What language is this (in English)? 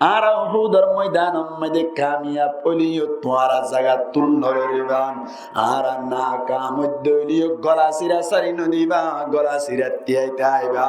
Rohingya